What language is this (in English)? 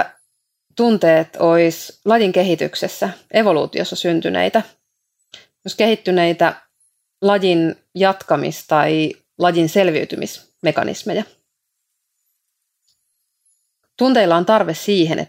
Finnish